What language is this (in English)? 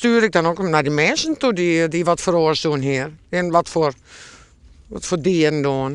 Western Frisian